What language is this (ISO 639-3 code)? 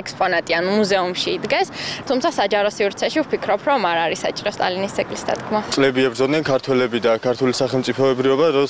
kat